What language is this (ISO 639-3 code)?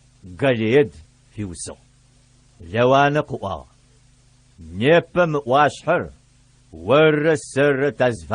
ady